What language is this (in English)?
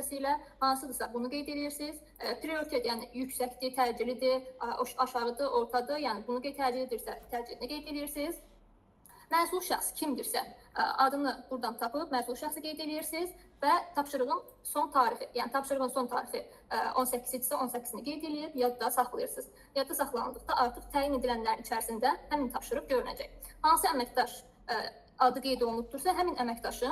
Azerbaijani